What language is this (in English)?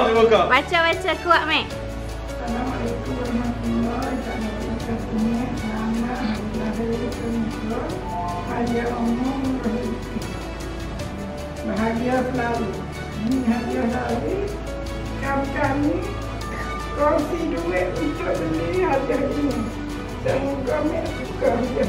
Malay